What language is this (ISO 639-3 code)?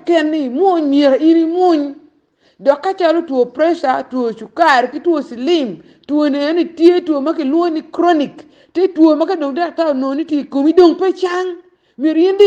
ach